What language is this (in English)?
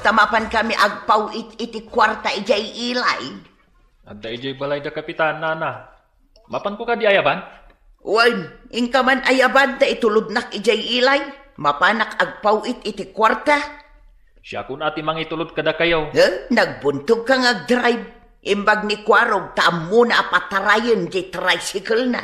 Iloko